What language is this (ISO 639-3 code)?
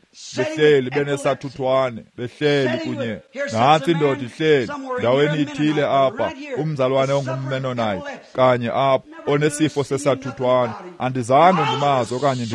xho